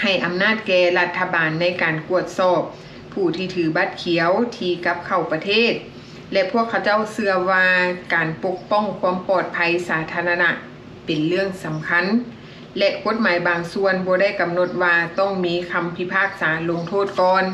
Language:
Lao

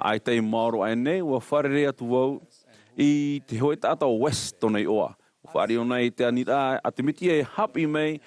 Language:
Tahitian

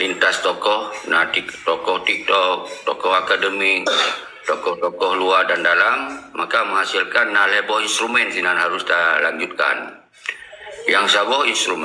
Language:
Achinese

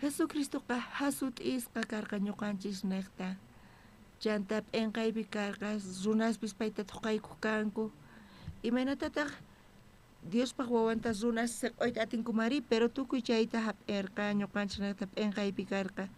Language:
South Bolivian Quechua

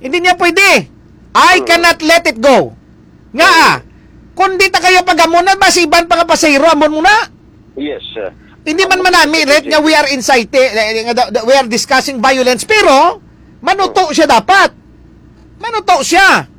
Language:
Hiligaynon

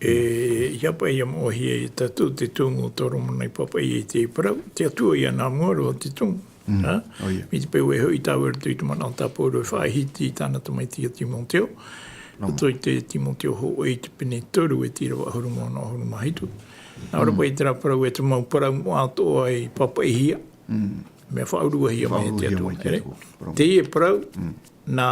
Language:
Tahitian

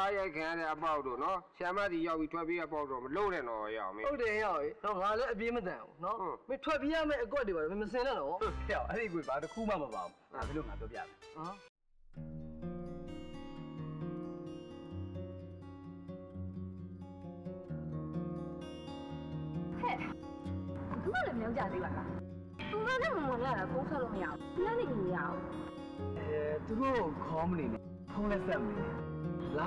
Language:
Burmese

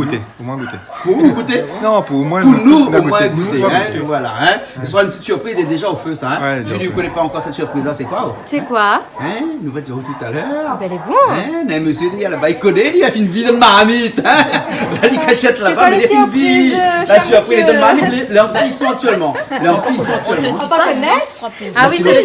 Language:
Réunion Creole French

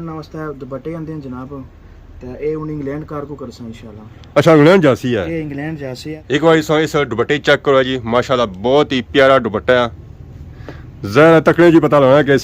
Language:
Pahari-Potwari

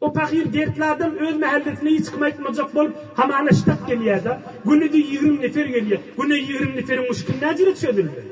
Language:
Turkmen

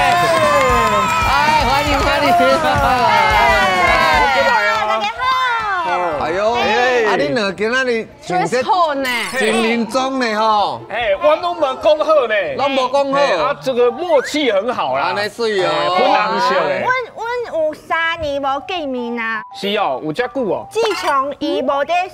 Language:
Min Nan Chinese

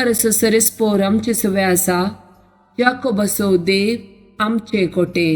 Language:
Konkani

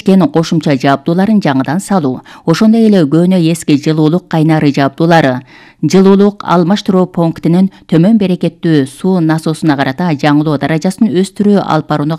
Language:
Kyrgyz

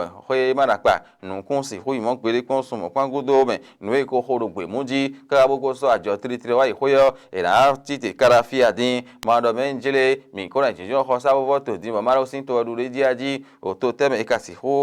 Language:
Fon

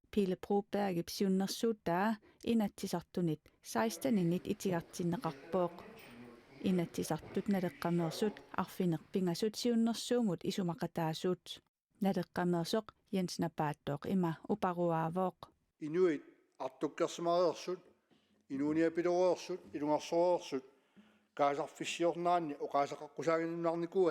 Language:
Kalaallisut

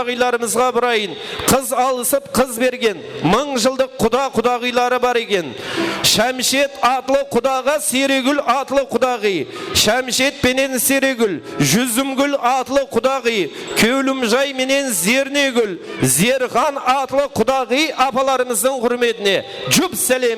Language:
Kara-Kalpak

